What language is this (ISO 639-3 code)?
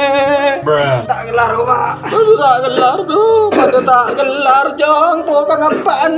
mad